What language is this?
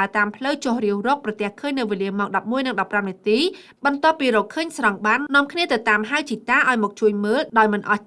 Khmer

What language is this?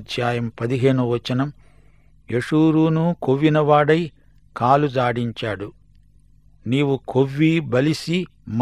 Telugu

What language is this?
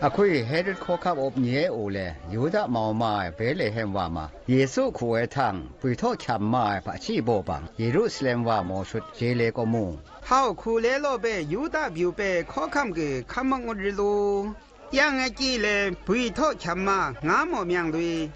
Zaiwa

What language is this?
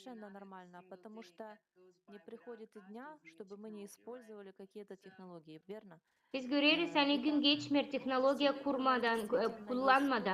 Gagauz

